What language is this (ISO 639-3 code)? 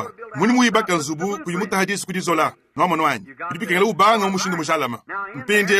lua